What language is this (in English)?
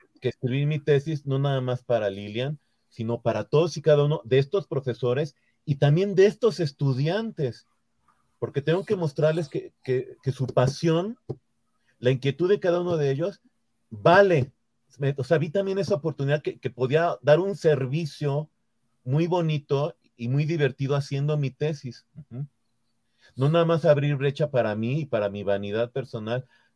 Spanish